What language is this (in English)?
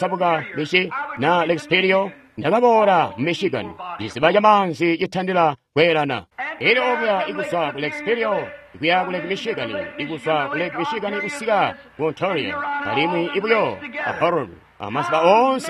Tonga (Zambia)